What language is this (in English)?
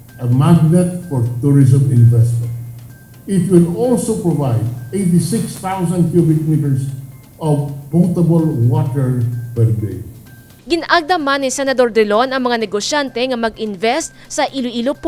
Hiligaynon